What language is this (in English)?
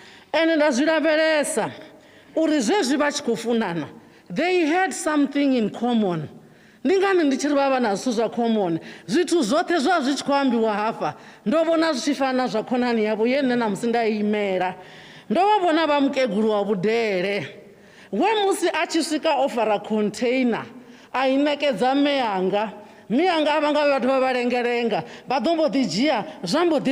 Venda